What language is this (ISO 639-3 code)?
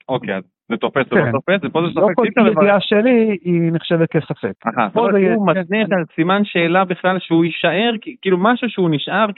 heb